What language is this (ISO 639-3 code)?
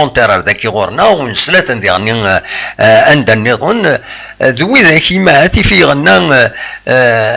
kab